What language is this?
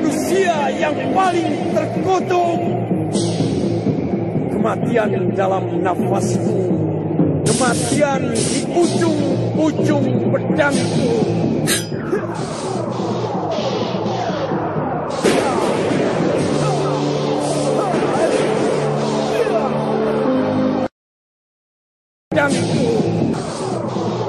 Indonesian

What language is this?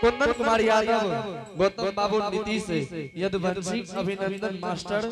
Angika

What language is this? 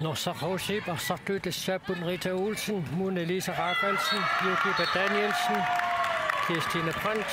Kalaallisut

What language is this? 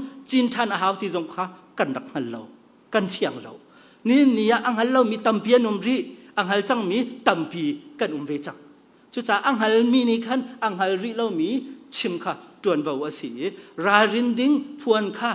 Hakha Chin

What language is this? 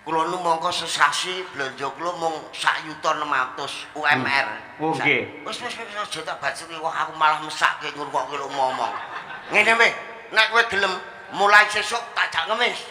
Javanese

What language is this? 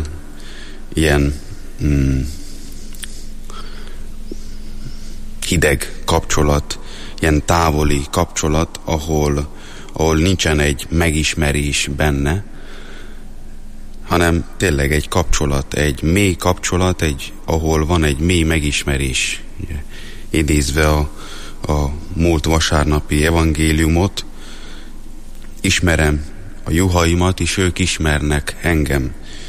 Hungarian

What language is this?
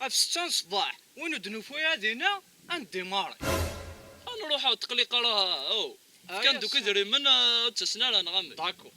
Kabyle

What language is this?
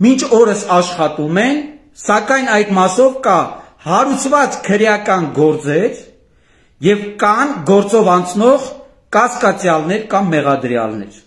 Armenian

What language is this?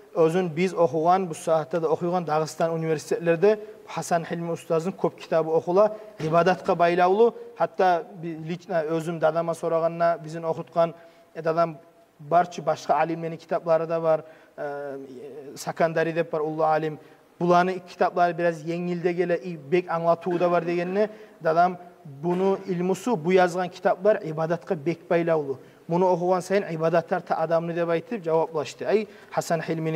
Kumyk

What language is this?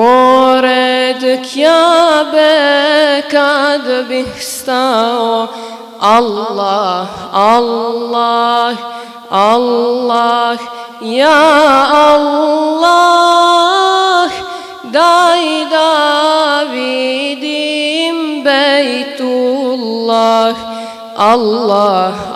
Bosnian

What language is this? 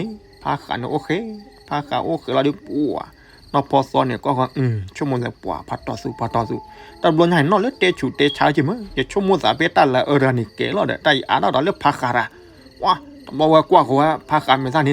S'gaw Karen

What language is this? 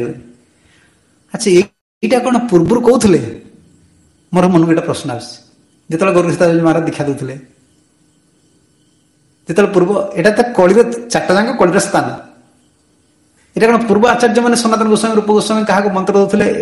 Odia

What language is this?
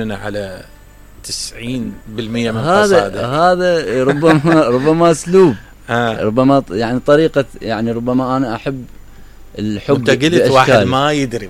Mesopotamian Arabic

